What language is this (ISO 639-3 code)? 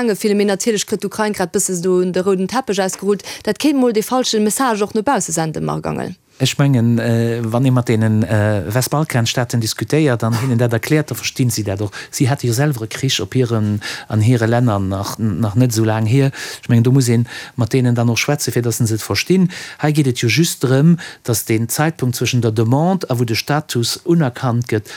ltz